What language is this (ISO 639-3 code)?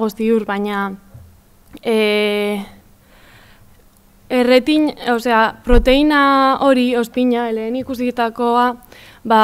eus